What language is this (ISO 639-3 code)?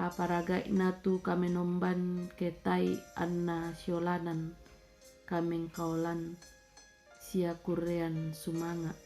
sda